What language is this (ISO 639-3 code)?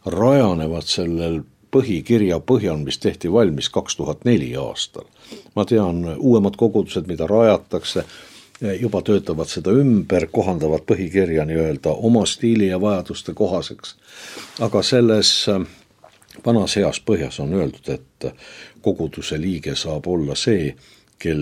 est